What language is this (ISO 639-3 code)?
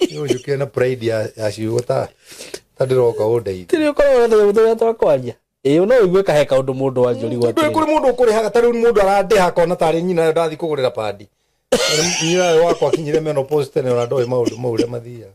kik